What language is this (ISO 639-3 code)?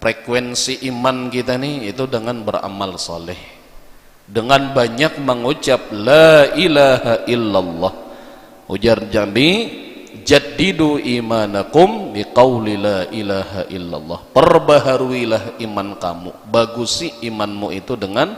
bjn